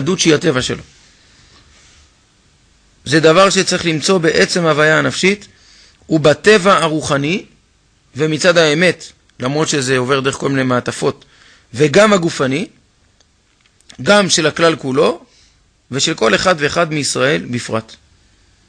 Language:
Hebrew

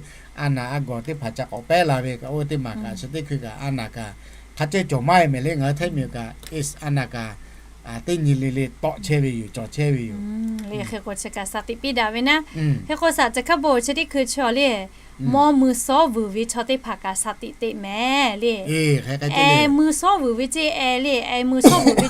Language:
Lahu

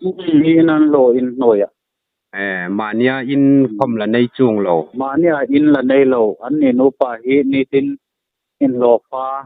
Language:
Hmar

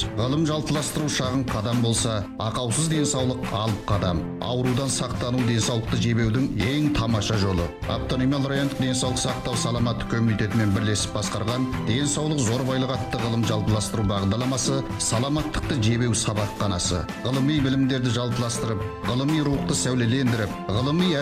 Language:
Kazakh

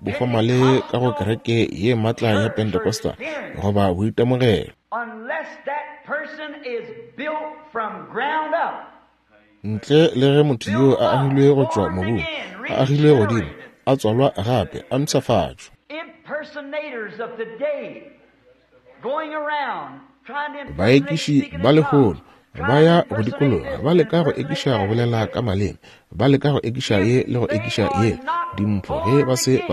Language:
Northern Sotho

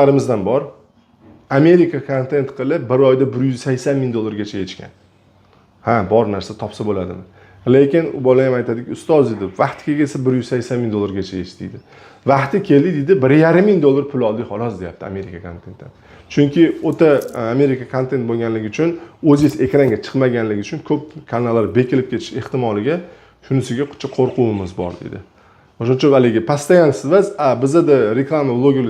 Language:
Uzbek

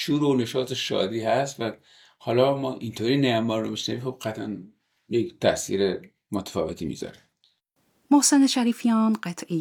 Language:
Persian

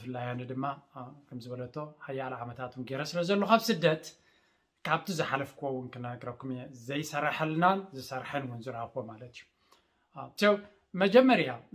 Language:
Tigrinya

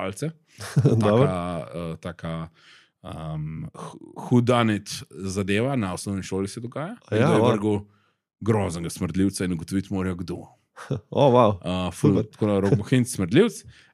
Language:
Slovenian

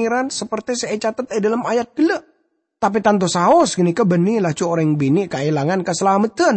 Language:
Madurese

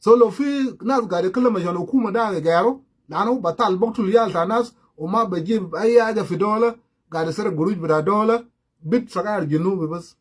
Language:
Sudanese Creole Arabic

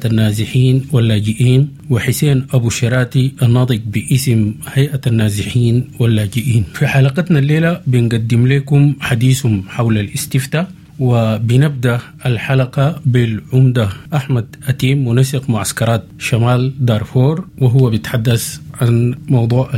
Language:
Sudanese Arabic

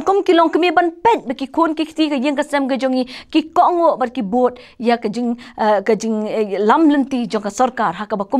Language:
Khasi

